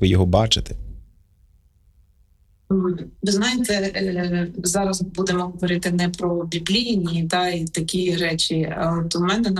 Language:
Ukrainian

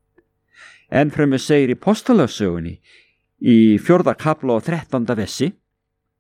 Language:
Icelandic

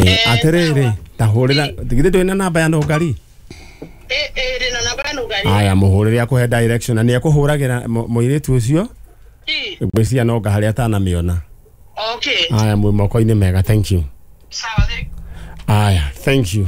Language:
Kikuyu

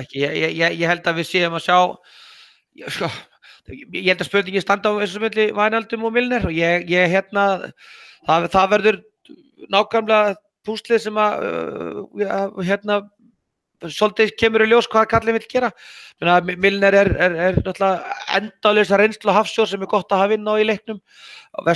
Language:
Icelandic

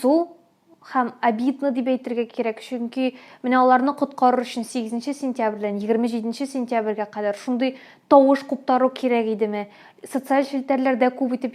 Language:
Tatar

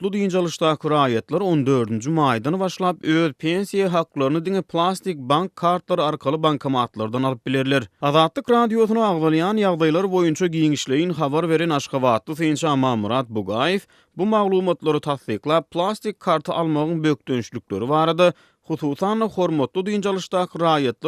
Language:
Turkmen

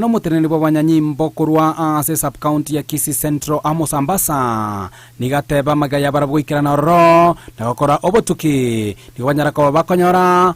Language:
Gusii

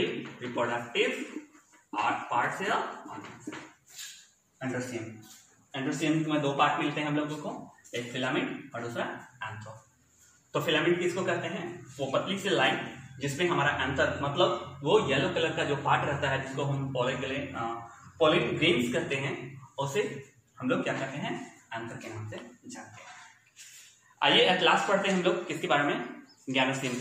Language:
Hindi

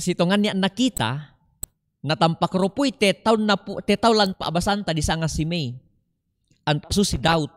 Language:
Toraja-Sa'dan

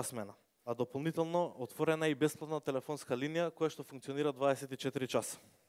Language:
Macedonian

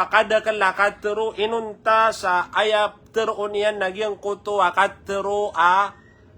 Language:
Maranao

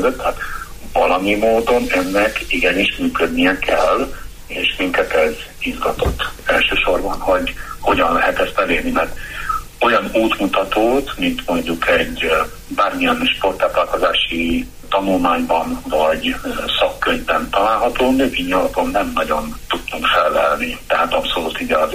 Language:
Hungarian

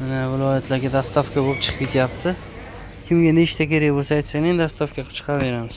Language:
Uzbek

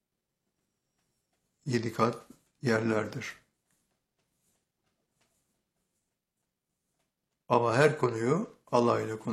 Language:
Turkish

